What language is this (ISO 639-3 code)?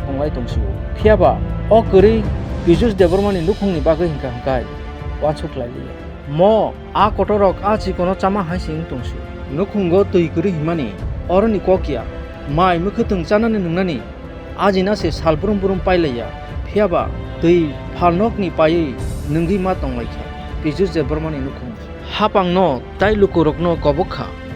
trp